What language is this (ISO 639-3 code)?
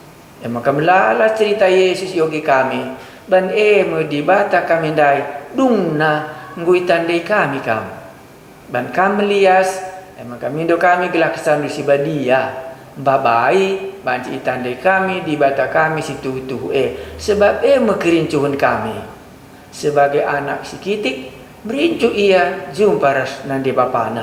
btx